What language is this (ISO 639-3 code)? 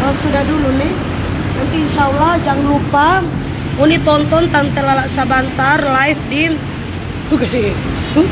xmm